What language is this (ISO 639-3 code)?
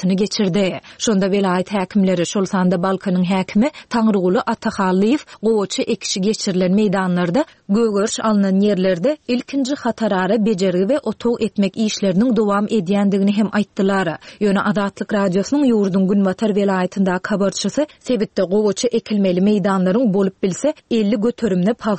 tuk